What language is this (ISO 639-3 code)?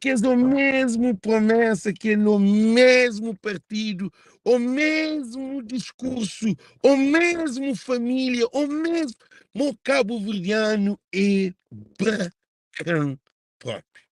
kea